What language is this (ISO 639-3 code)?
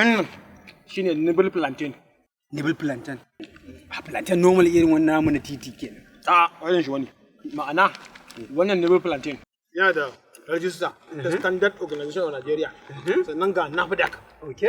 hau